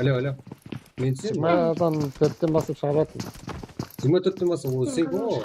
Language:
Kara-Kalpak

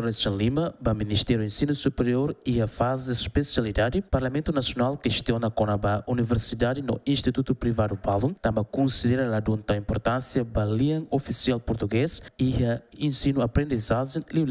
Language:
Tetum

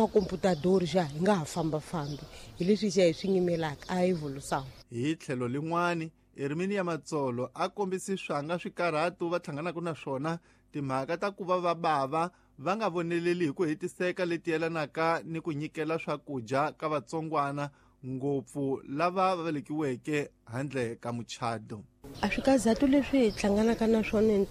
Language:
Tsonga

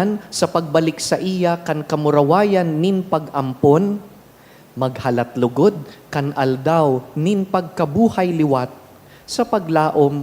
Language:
Bikol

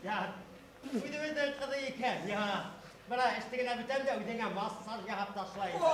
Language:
Bashkir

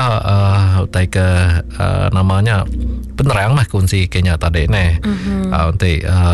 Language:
Iban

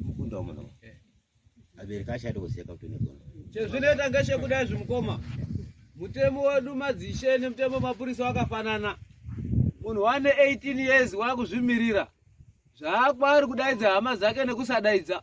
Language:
Shona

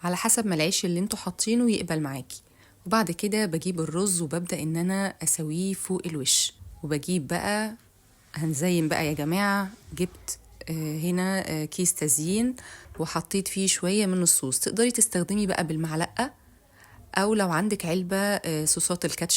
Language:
Egyptian Arabic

